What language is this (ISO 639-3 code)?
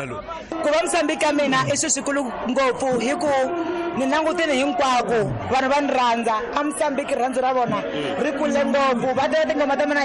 tso